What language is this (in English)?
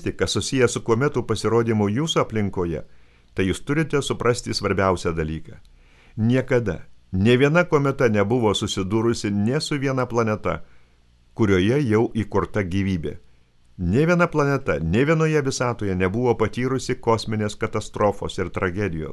Lithuanian